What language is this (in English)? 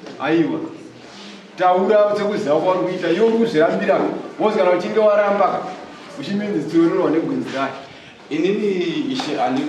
Shona